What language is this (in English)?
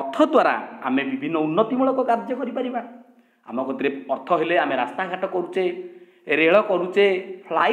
Odia